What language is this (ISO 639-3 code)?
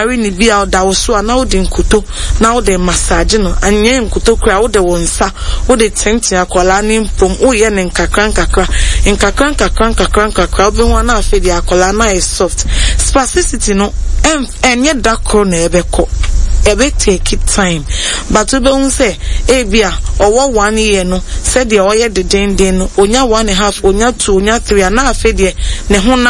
aka